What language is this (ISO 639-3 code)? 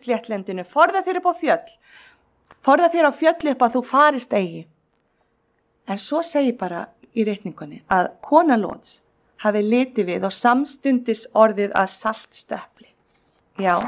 isl